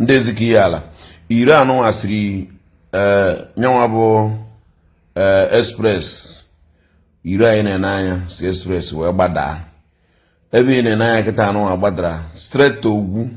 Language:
Igbo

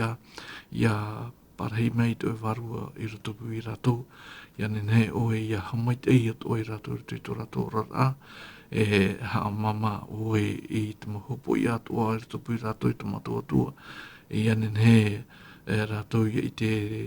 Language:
Tahitian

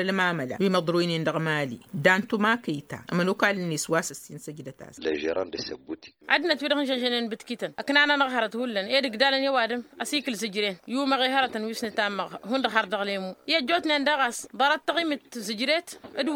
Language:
Tamasheq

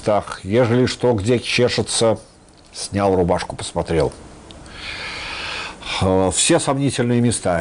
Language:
Russian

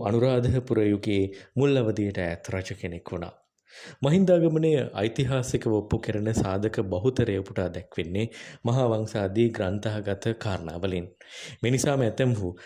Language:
Sinhala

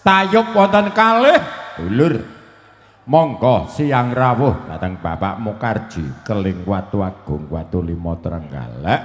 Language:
Javanese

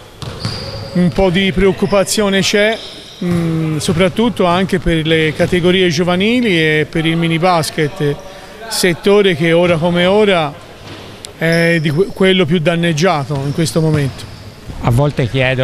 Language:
Italian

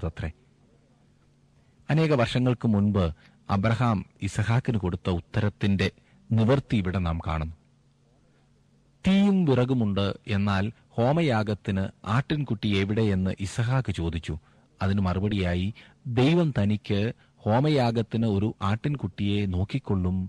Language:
Malayalam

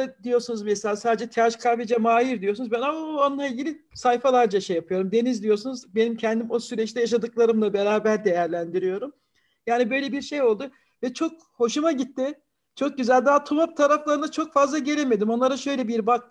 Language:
Turkish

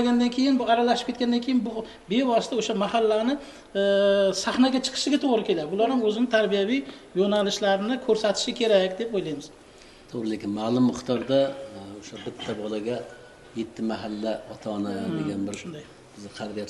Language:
Uzbek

